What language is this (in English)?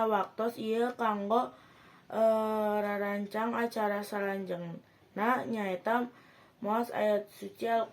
Sundanese